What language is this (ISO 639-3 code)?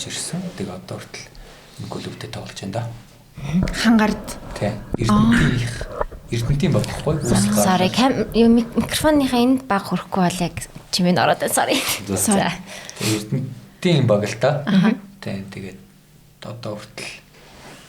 mon